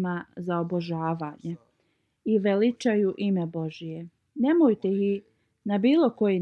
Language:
Bosnian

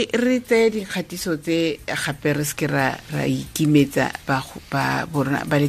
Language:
Tswana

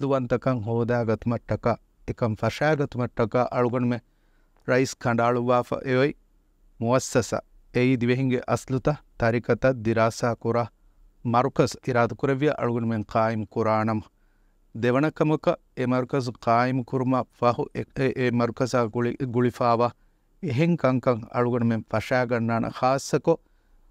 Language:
Divehi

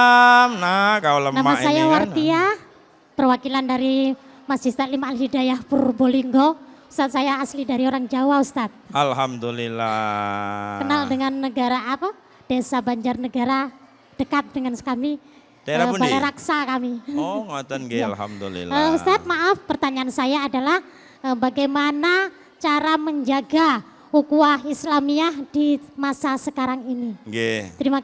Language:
Musi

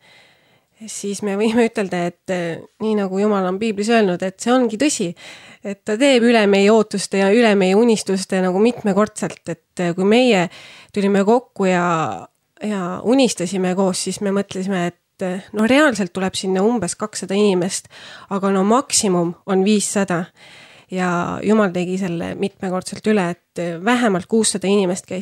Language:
Estonian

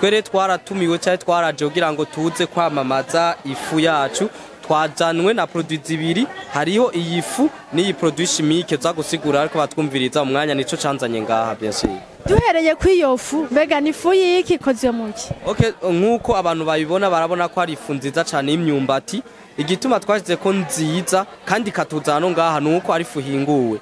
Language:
Rundi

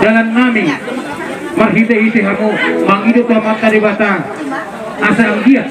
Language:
Batak Toba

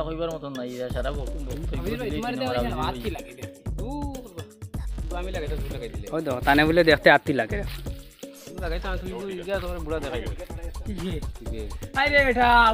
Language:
Sylheti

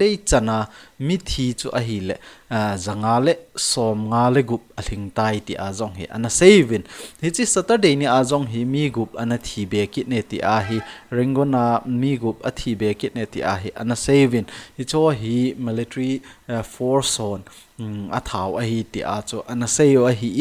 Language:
Thado Chin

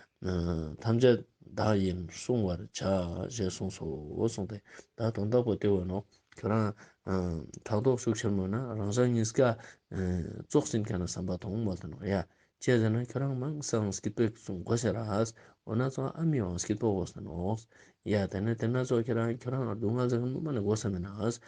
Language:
Ladakhi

